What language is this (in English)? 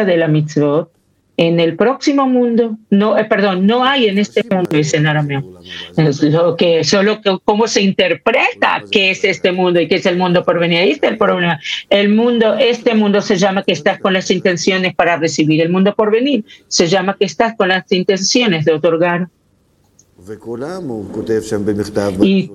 Spanish